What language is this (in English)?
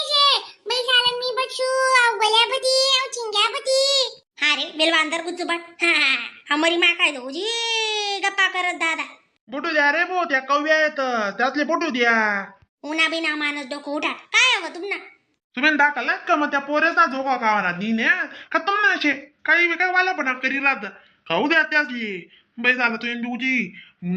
Khandesi